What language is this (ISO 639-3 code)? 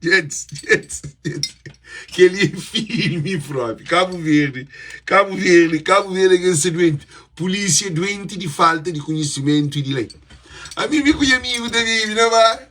kea